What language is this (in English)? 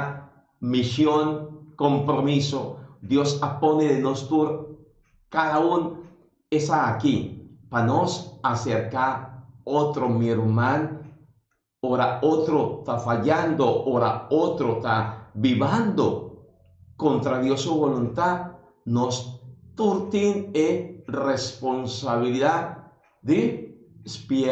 Papiamento